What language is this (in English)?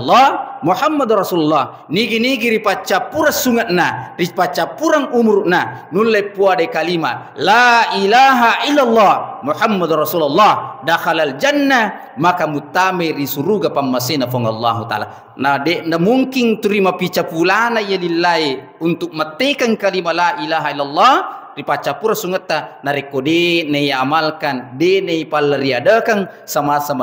Buginese